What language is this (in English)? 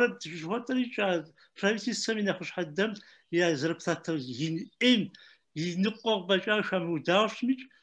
Kabardian